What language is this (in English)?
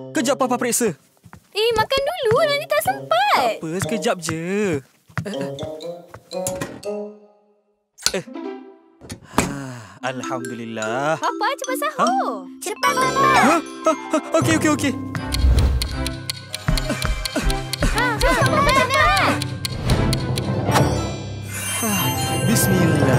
Malay